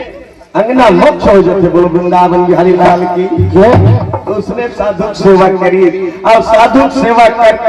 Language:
Chhattisgarhi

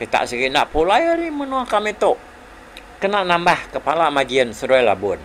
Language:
Iban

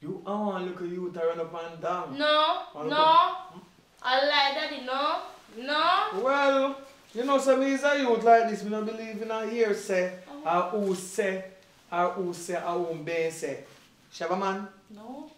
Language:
Jamaican Creole English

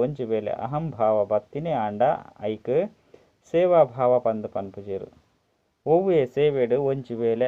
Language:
Tulu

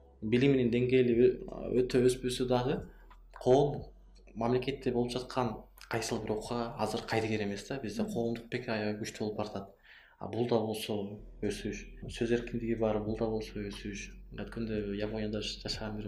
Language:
Kyrgyz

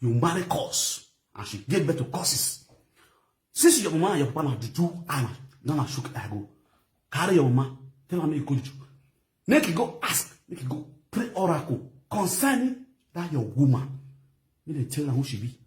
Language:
Nigerian Pidgin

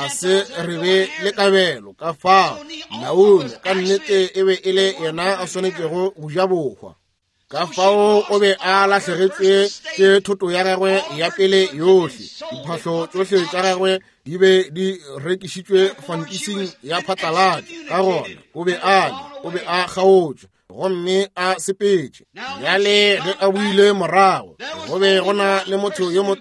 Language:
Northern Sotho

